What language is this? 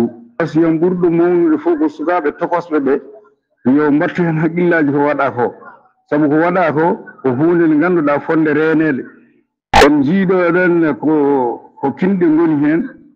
Fula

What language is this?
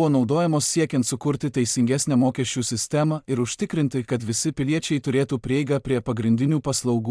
Lithuanian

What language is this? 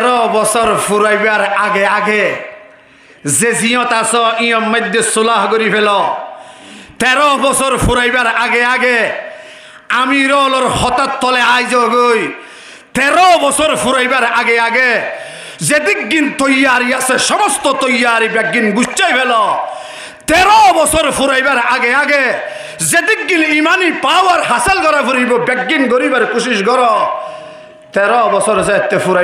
Rohingya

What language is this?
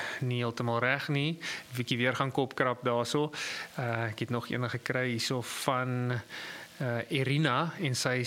Afrikaans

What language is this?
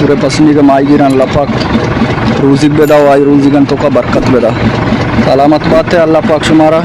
Eastern Balochi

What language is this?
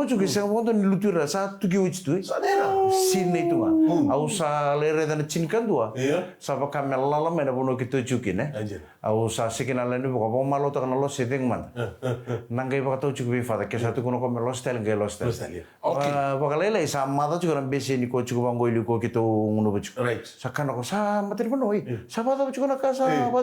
Fijian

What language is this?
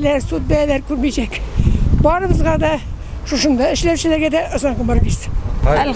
Tatar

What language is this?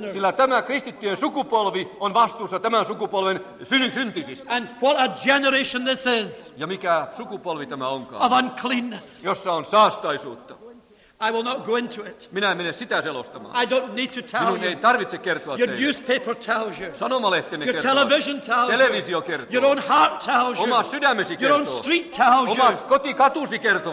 Finnish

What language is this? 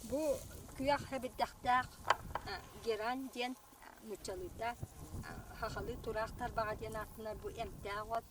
Yakut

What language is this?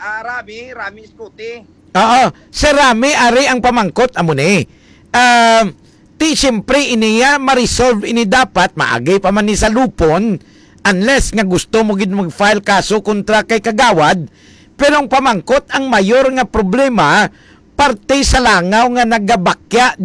Hiligaynon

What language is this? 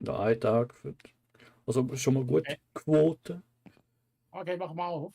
Swiss German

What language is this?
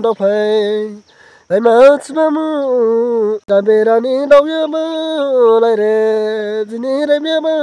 Dimasa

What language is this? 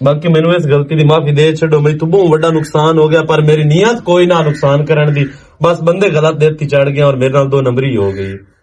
Western Panjabi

